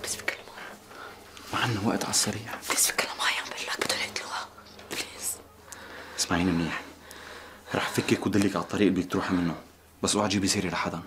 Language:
North Levantine Arabic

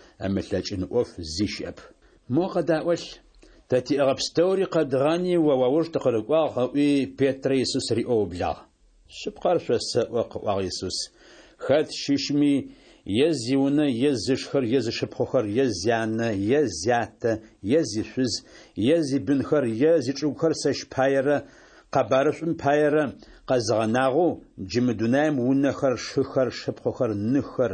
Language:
Adyghe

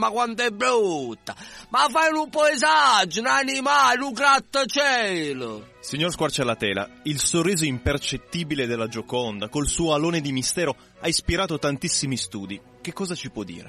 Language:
Italian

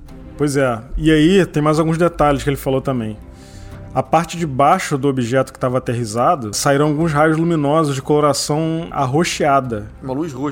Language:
Portuguese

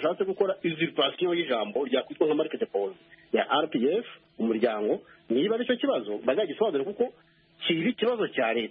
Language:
Kinyarwanda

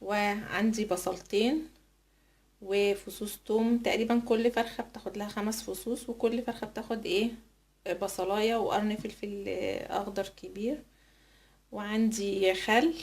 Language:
Egyptian Arabic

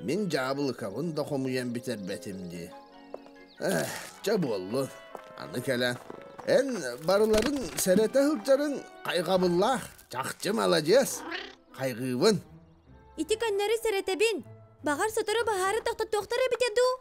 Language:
Yakut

